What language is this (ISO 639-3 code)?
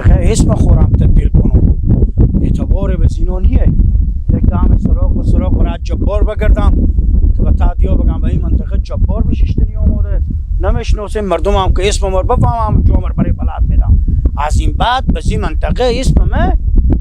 haz